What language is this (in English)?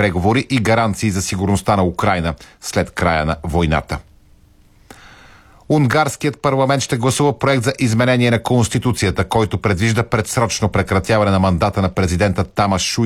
Bulgarian